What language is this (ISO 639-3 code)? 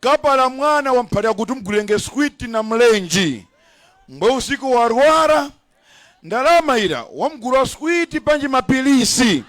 nya